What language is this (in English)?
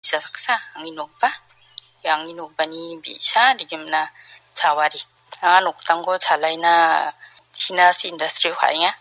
Garo